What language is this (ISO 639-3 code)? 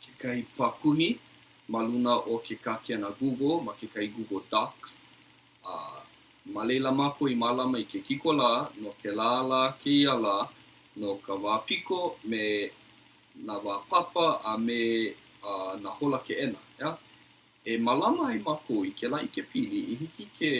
haw